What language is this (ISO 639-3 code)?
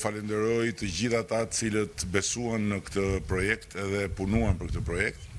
sqi